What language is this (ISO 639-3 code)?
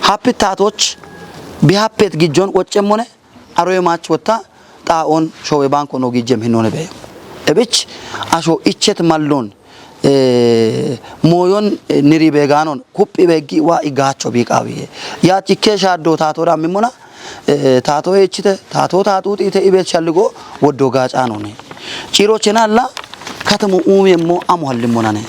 kbr